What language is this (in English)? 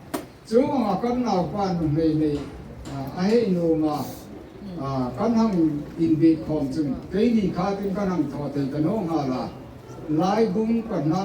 Hmar